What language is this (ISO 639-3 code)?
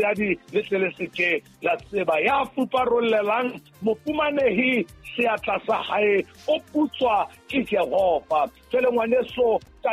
sot